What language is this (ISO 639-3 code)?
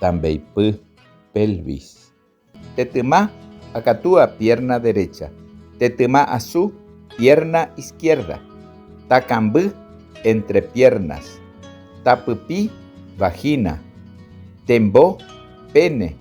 grn